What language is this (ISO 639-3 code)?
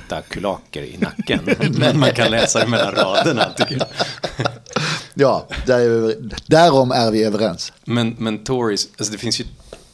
swe